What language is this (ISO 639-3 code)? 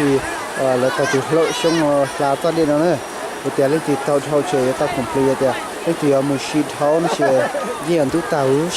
hmn